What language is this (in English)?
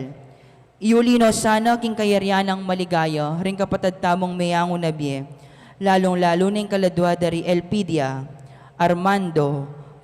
Pampanga